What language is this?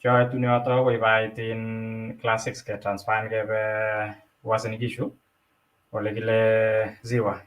Kalenjin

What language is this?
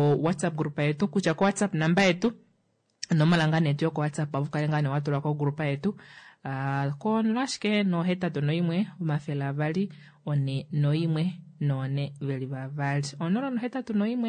Kuanyama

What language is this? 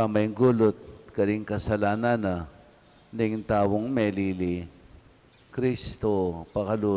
Pampanga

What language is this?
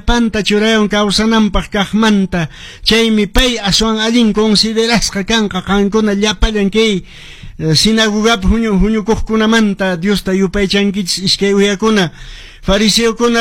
Quechua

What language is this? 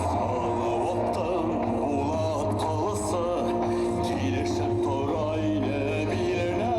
Bashkir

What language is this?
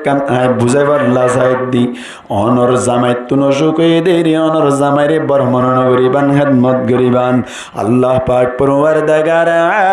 Rohingya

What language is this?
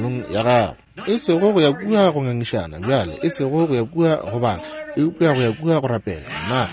Northern Sotho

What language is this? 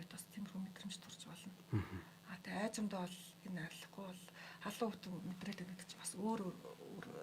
Mongolian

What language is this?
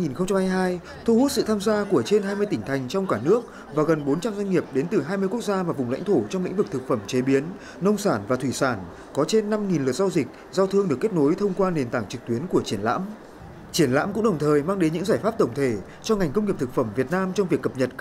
Vietnamese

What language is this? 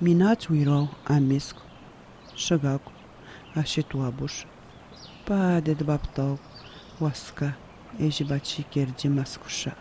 Atikamekw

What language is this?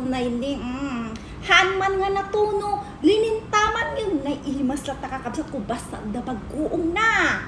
Iloko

